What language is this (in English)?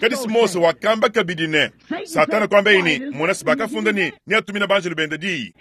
Luba-Lulua